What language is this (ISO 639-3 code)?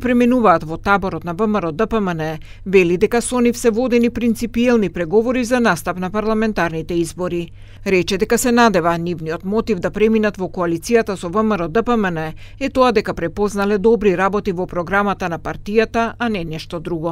mkd